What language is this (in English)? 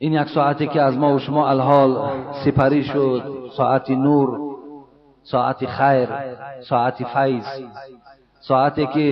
Tajik